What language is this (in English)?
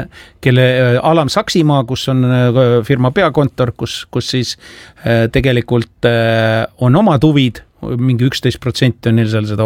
Estonian